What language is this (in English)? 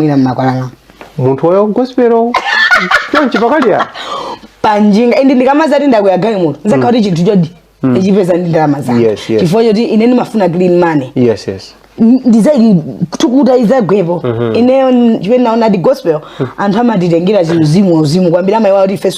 Nyanja